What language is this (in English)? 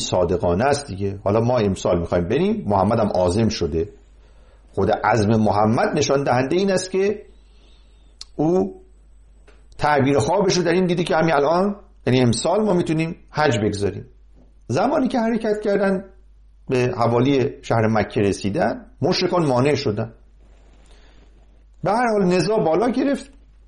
Persian